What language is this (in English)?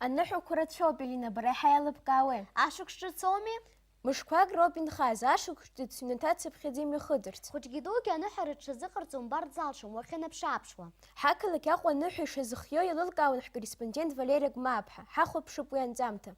Abkhazian